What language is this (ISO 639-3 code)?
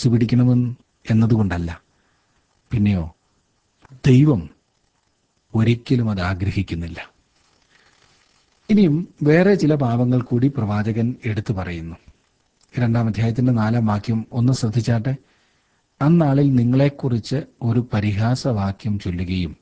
mal